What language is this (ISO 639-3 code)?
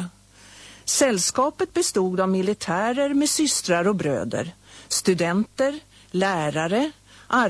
swe